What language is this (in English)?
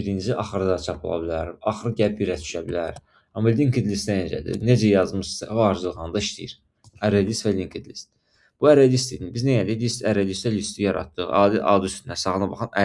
Azerbaijani